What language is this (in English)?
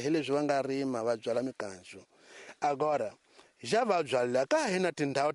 Tsonga